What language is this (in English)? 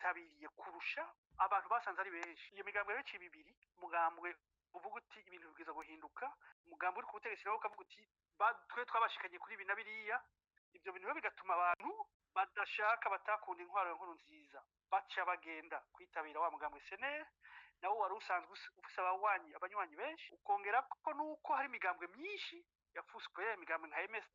Rundi